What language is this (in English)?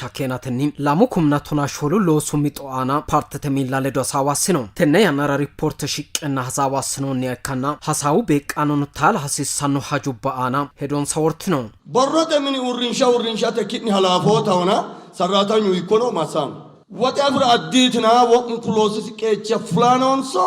Sidamo